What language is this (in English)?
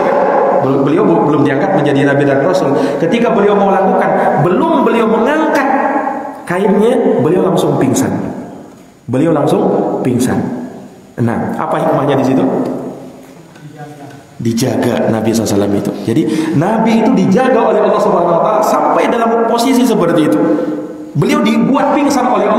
Indonesian